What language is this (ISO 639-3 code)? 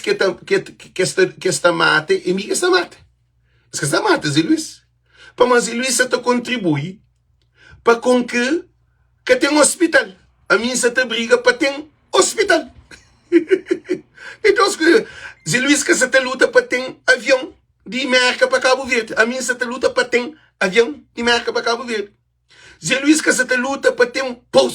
kea